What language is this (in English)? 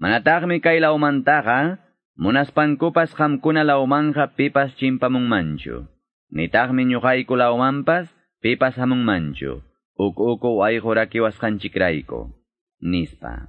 Quechua